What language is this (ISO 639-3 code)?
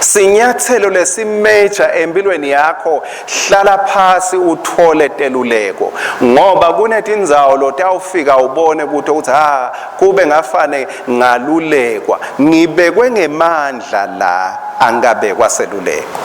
ssw